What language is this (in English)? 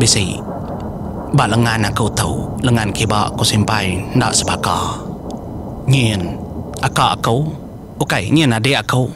Iban